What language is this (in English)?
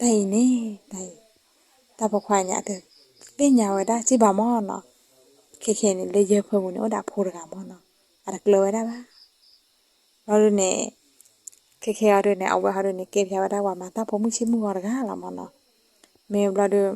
S'gaw Karen